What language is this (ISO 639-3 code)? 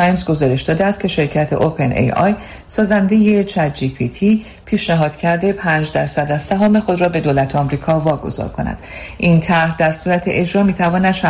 fas